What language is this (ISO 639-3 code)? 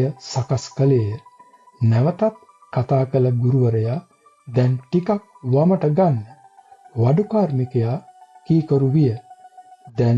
sin